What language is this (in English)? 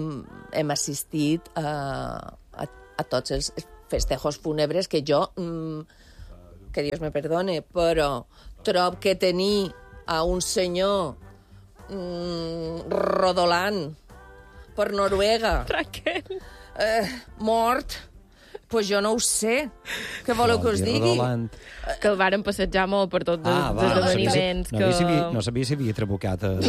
Catalan